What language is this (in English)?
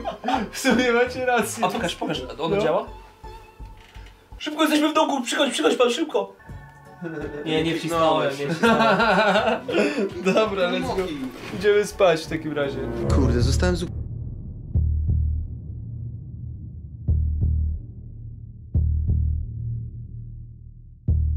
Polish